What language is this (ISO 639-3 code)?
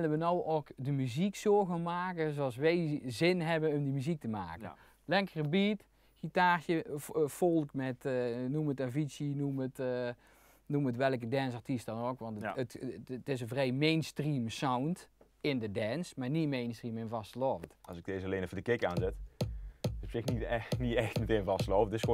lim